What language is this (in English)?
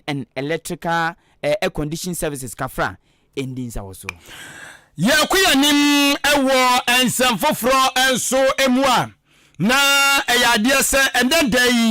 Akan